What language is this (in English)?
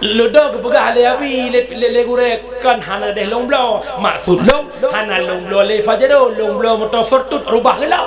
Achinese